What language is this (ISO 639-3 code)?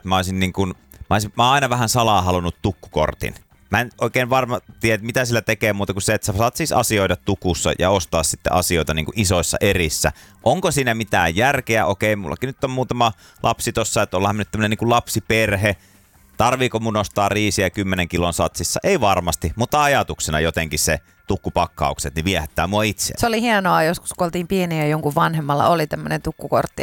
fin